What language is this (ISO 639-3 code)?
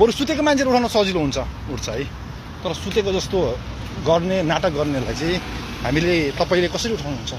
nep